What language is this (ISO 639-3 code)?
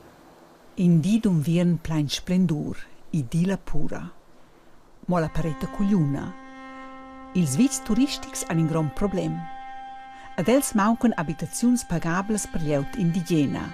roh